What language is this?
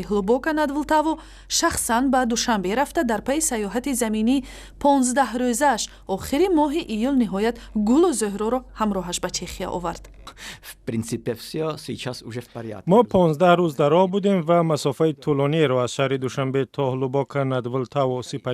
Tajik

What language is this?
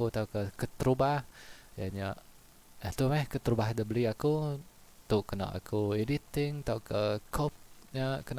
Iban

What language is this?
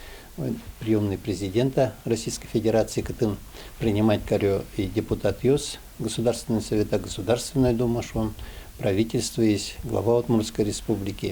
Udmurt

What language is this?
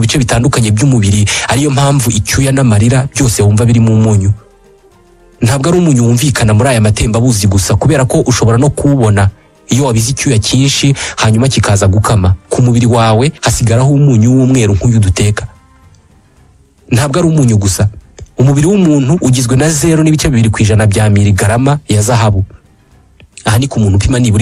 Kinyarwanda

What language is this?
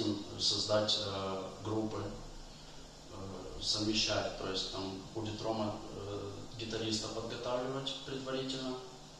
Russian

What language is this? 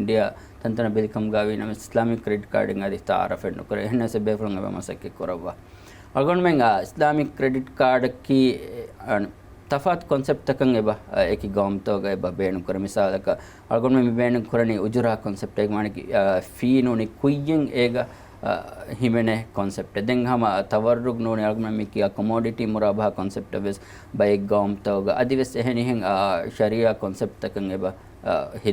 Divehi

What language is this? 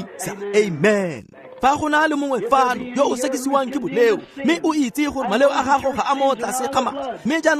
Tswana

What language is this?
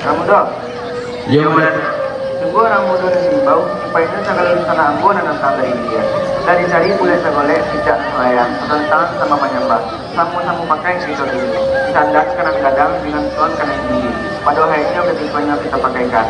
Minangkabau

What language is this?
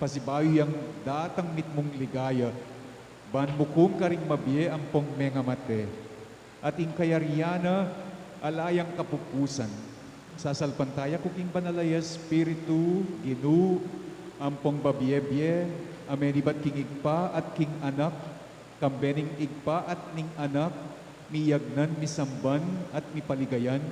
Pampanga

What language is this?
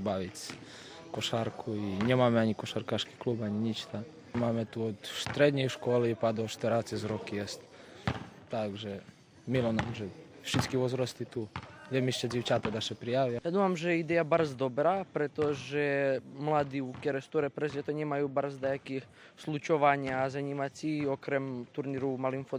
Rusyn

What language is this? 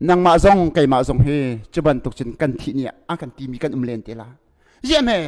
Hakha Chin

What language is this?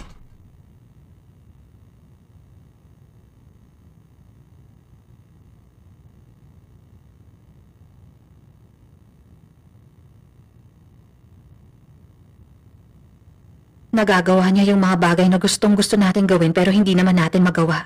Filipino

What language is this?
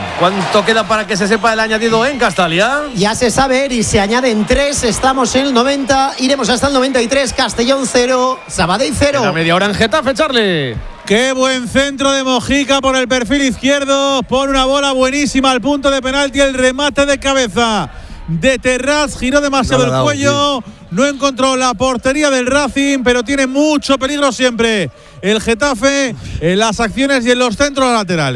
Spanish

